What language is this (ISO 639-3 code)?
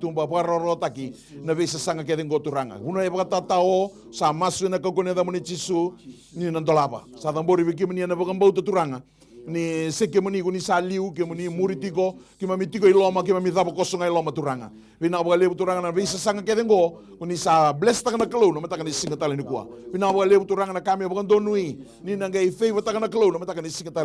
fij